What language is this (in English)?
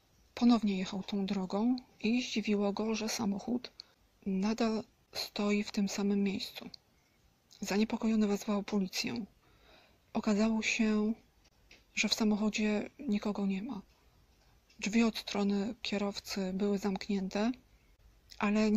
Polish